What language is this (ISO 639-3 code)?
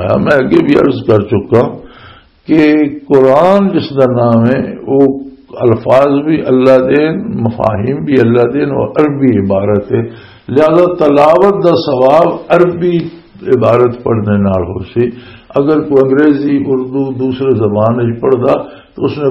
lah